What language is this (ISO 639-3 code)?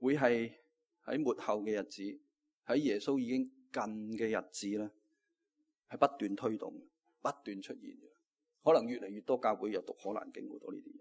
yue